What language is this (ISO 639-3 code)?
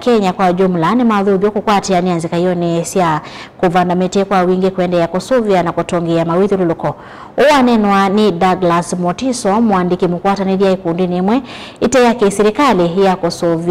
kam